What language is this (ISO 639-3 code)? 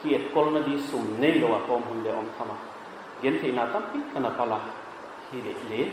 pck